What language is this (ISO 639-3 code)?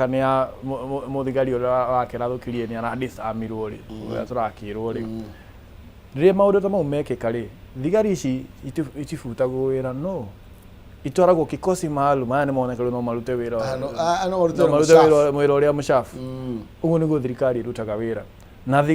kik